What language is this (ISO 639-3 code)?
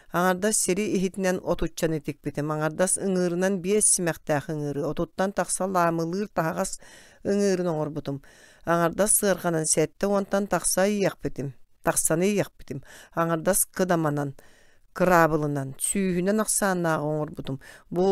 sah